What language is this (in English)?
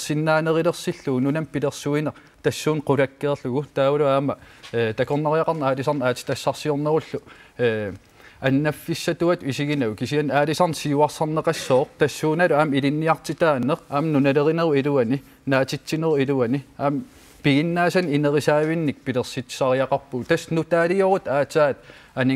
Kalaallisut